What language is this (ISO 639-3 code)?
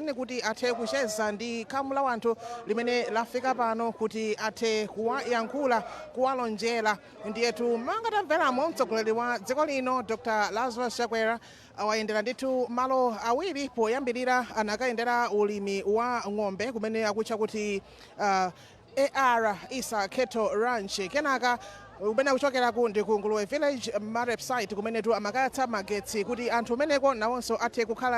nya